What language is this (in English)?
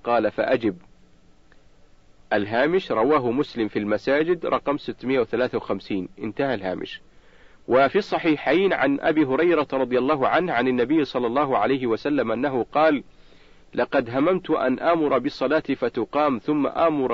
Arabic